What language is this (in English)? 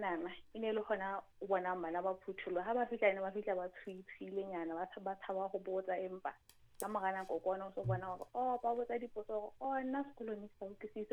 Southern Sotho